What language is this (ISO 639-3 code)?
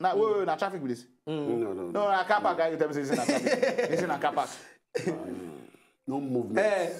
pcm